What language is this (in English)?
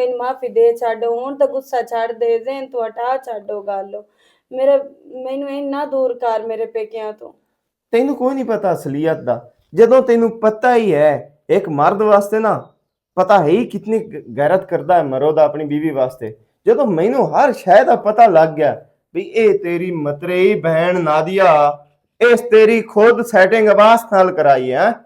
Western Panjabi